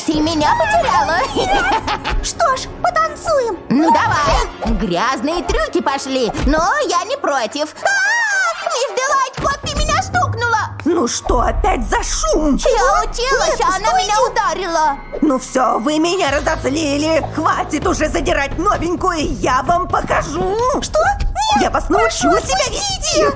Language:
Russian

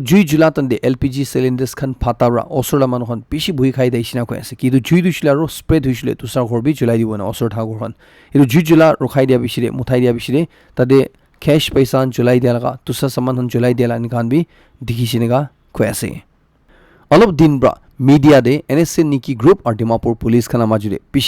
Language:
Naga Pidgin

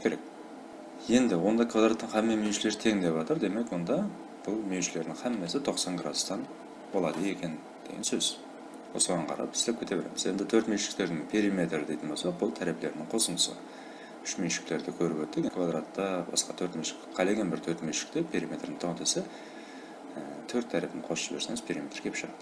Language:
Kara-Kalpak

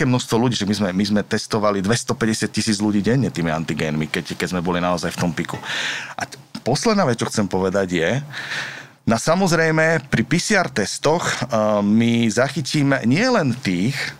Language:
Slovak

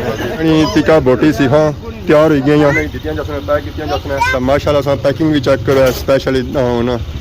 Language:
Pahari-Potwari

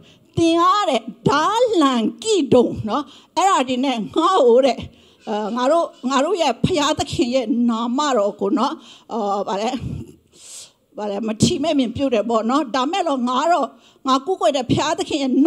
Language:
Burmese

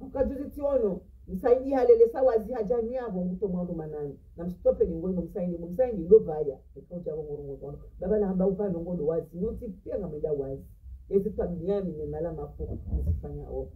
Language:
Ngazidja Comorian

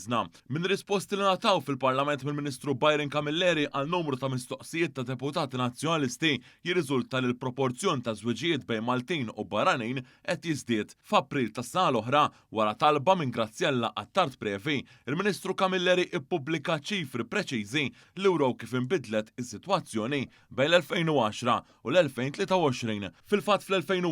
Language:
Maltese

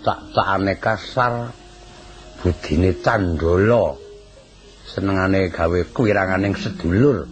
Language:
Javanese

